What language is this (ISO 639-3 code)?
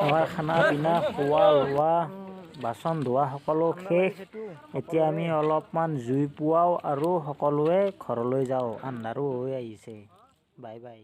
asm